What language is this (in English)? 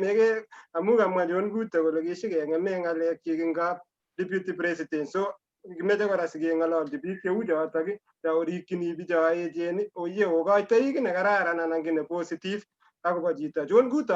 Kalenjin